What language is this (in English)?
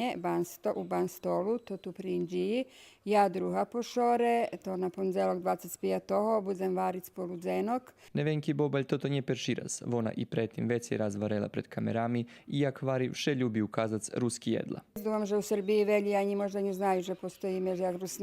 Rusyn